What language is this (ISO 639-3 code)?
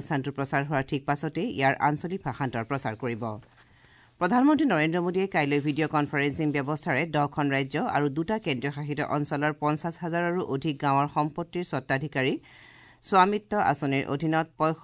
asm